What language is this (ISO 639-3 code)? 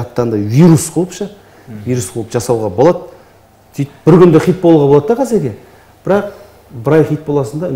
kaz